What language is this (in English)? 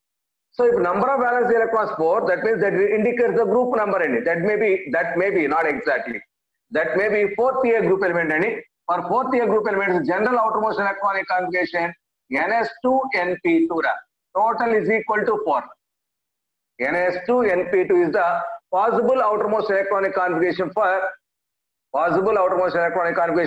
English